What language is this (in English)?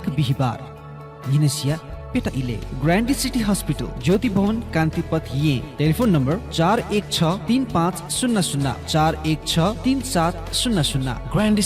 Newari